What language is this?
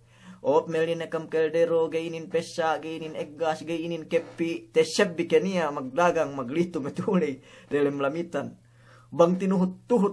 Yakan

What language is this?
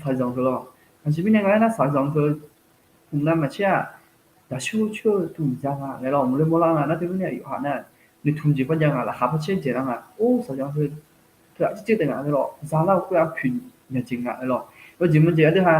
Akha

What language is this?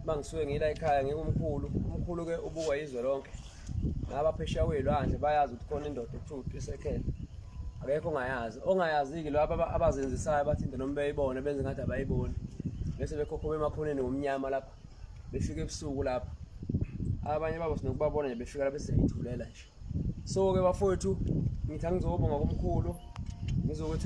Zulu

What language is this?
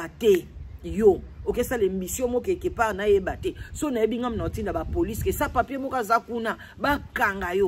Lingala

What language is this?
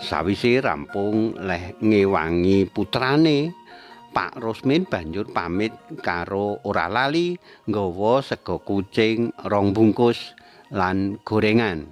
Javanese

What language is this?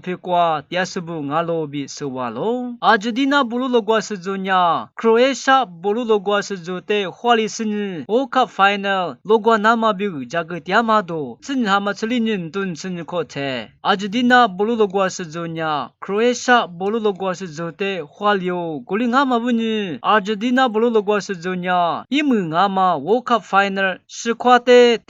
Lisu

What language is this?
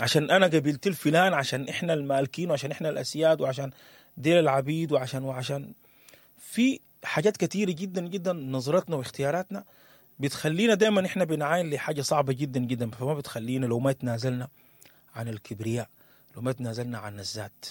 Sudanese Arabic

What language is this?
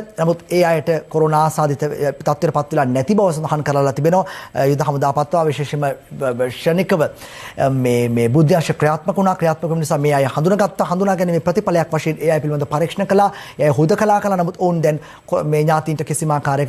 Sinhala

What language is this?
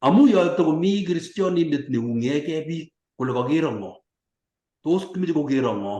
Kalenjin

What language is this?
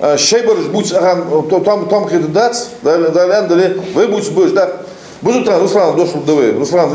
Ingush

